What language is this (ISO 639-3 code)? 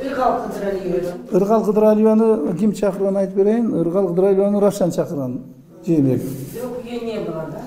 kir